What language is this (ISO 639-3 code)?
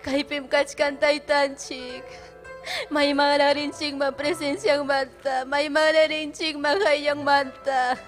quy